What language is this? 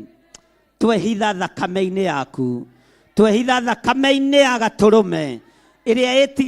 Kikuyu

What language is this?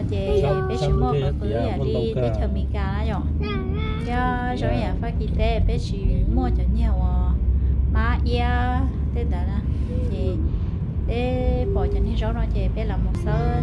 Hmong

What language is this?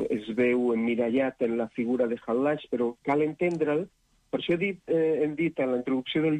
Catalan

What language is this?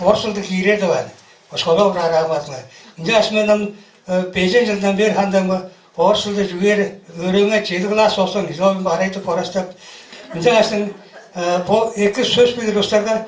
Tuvinian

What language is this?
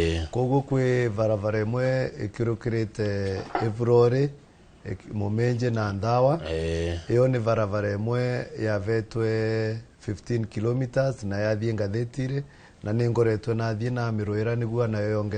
Kikuyu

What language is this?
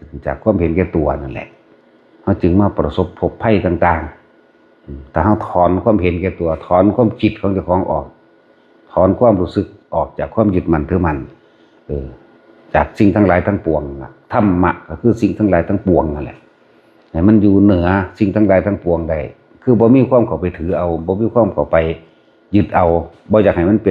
Northeastern Thai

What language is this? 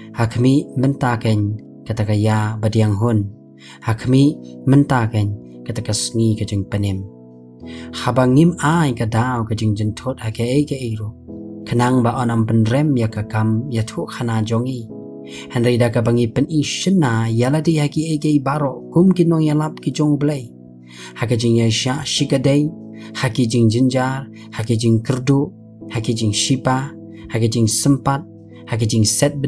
Khasi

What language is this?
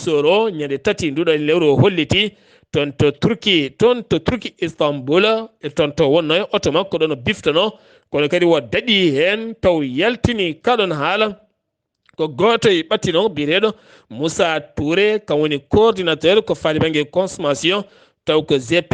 Fula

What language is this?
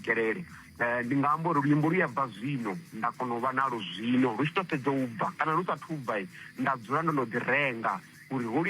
Venda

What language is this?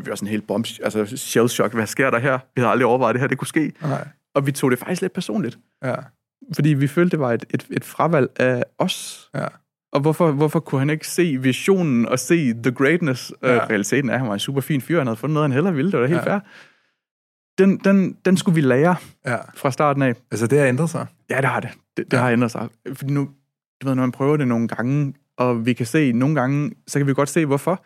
Danish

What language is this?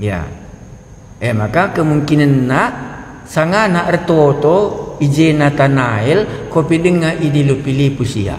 Batak Karo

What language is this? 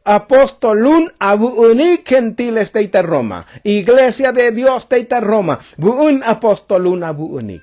Tzotzil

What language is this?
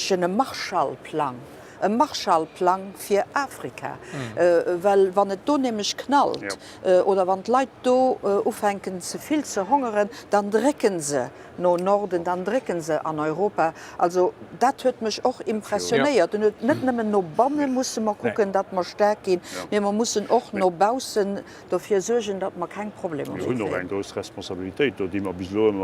Luxembourgish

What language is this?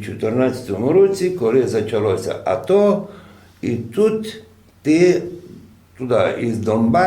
Rusyn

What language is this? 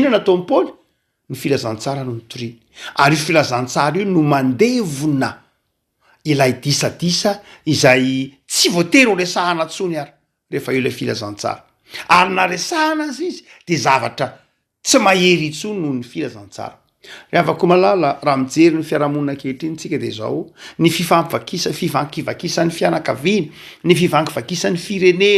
Malagasy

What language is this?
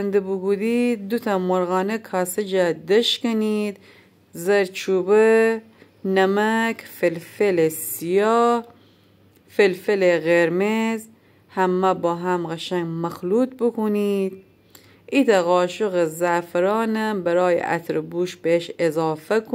Gilaki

